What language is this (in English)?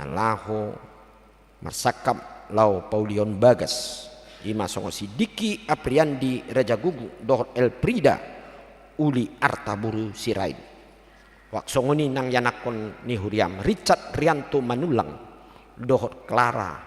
Batak Toba